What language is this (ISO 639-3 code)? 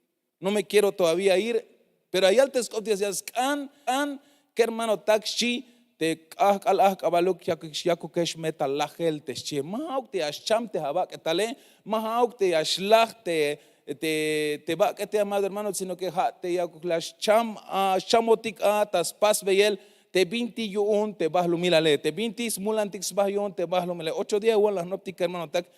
tzh